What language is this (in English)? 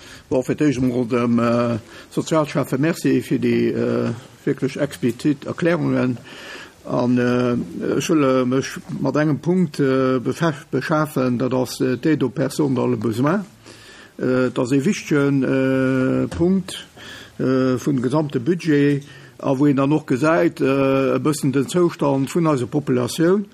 Luxembourgish